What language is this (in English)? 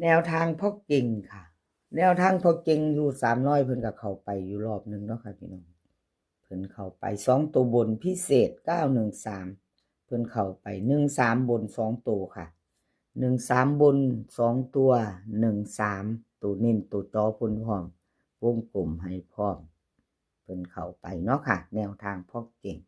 Northeastern Thai